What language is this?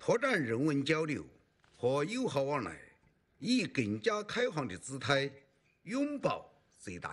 Chinese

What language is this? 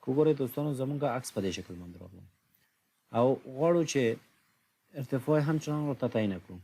Pashto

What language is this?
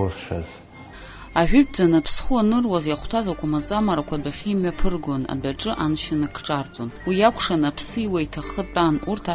Abkhazian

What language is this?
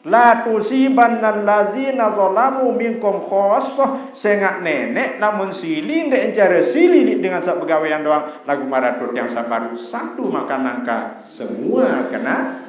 Sasak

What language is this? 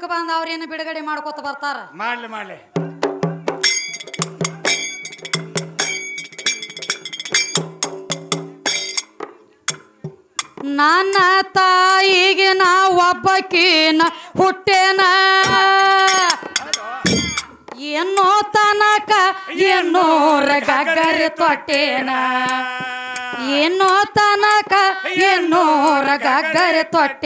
Kannada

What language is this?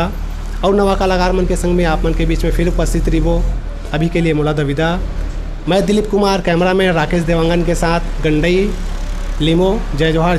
Chhattisgarhi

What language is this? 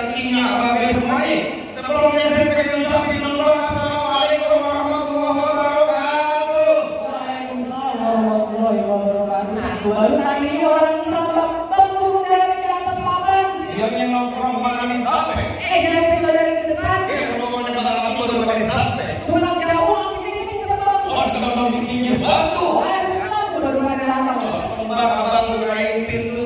Betawi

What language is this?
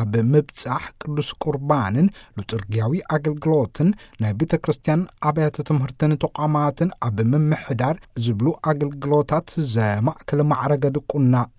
Tigrinya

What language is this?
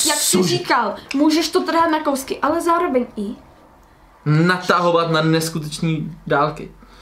Czech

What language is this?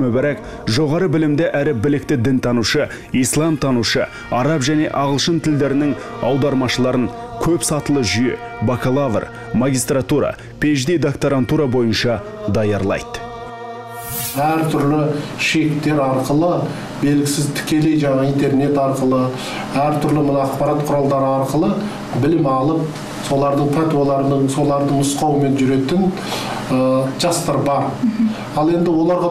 Kazakh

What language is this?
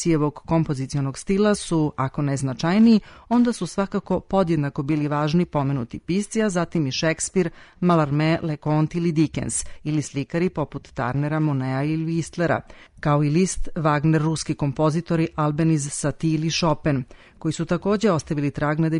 Serbian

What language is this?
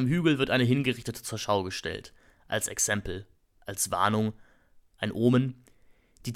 German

